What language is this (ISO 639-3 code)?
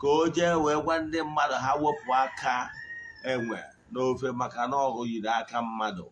ibo